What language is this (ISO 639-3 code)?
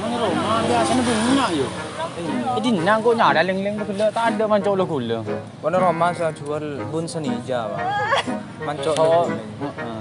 mad